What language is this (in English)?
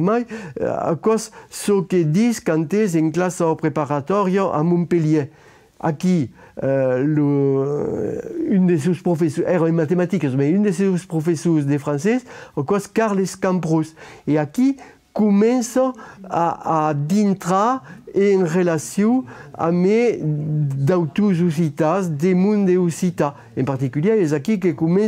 Occitan